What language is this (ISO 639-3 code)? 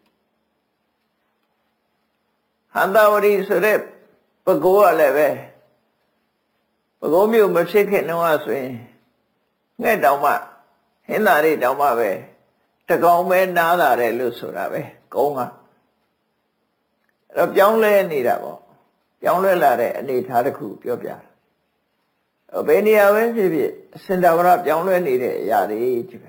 mya